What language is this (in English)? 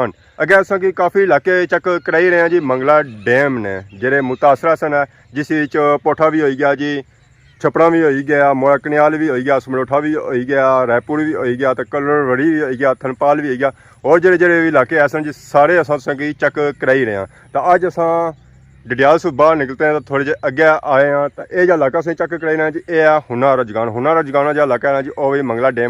Pahari-Potwari